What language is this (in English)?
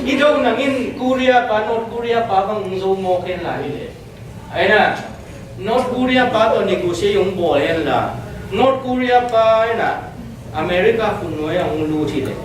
Tedim Chin